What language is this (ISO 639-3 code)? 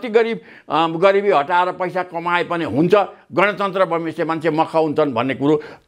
nep